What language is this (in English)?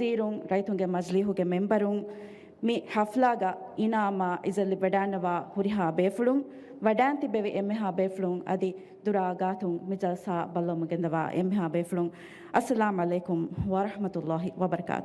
Divehi